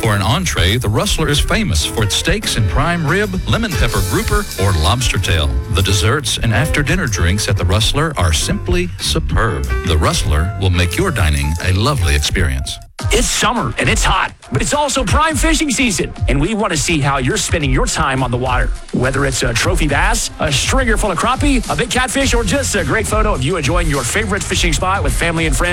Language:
English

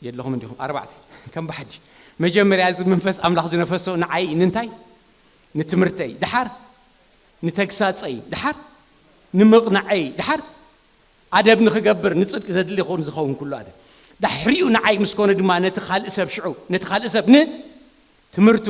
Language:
Tigrinya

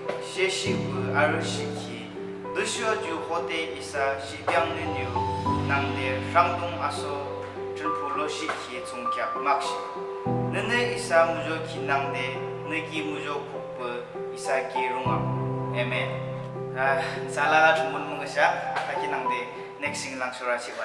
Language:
Yimchungru Naga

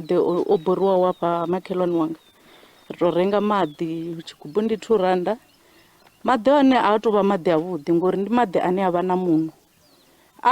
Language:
Venda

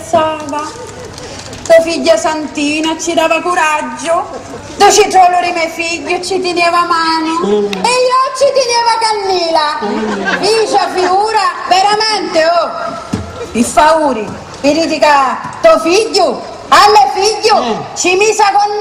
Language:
Sicilian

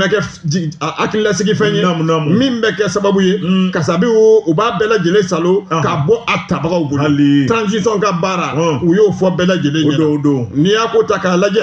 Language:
Bambara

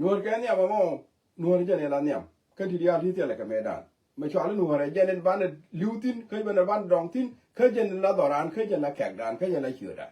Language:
Nuer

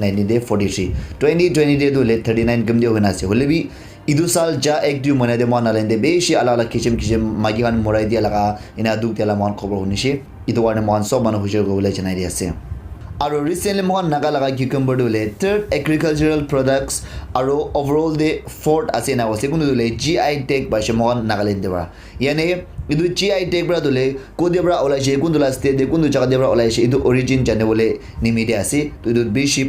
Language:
Naga Pidgin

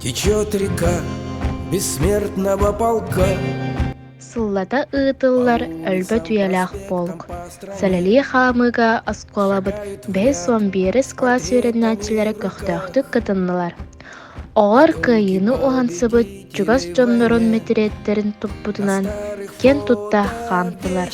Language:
Yakut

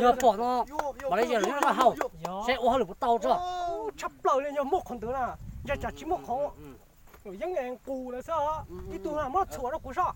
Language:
Hmong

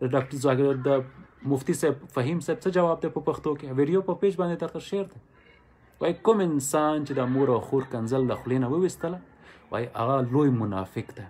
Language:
Pashto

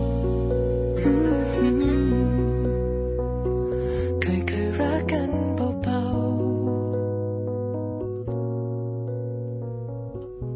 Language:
Thai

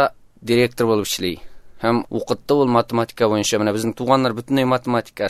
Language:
Tatar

